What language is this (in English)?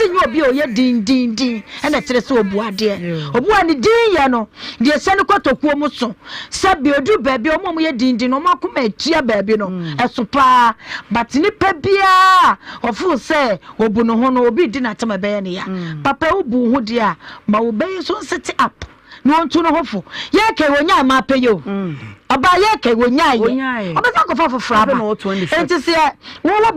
Akan